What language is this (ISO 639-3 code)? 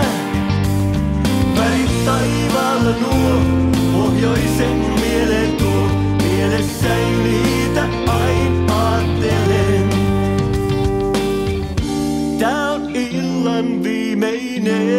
fin